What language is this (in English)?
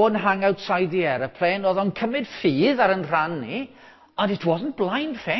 Welsh